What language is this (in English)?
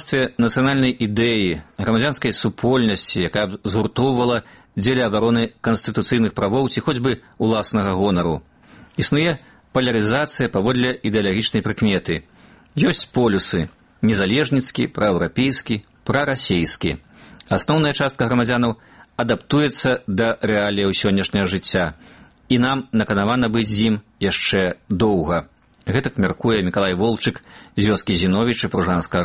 Belarusian